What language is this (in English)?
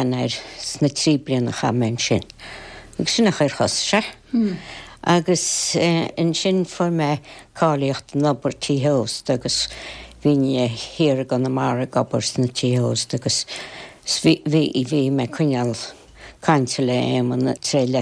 Irish